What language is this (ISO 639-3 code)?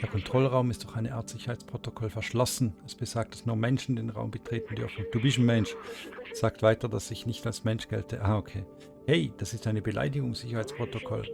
gsw